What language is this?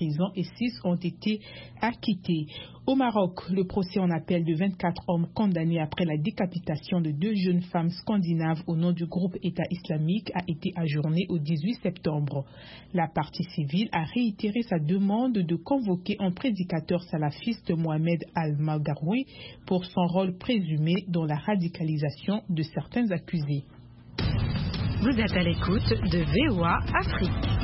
French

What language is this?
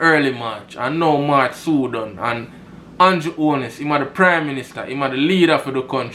Jamaican Creole English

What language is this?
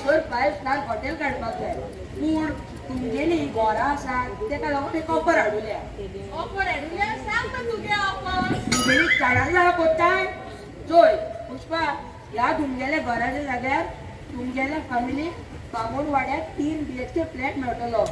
Konkani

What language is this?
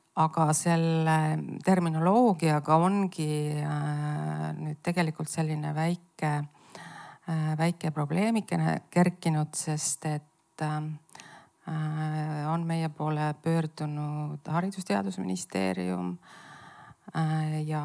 Estonian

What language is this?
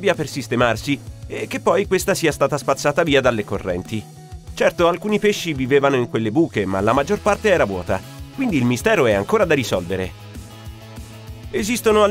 Italian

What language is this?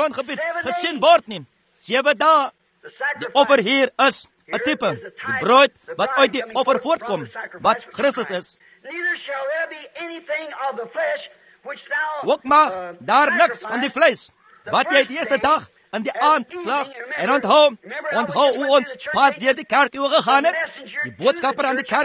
Afrikaans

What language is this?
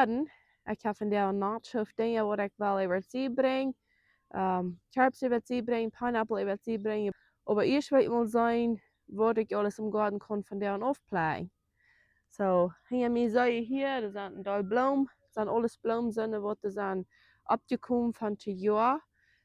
Plautdietsch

